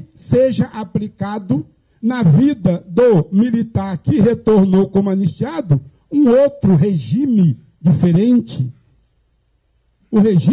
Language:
Portuguese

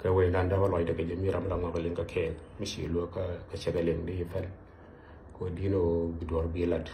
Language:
Nuer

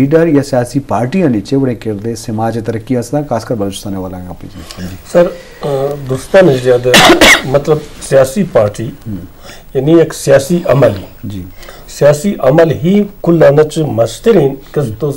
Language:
Eastern Balochi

